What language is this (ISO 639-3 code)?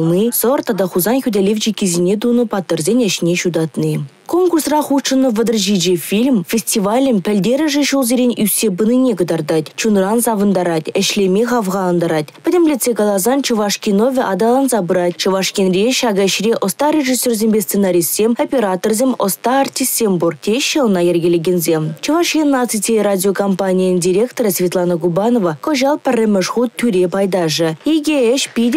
chv